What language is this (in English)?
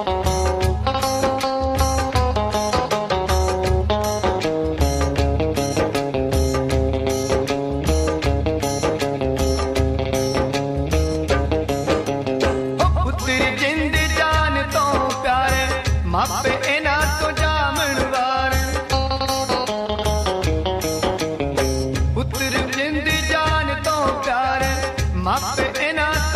Punjabi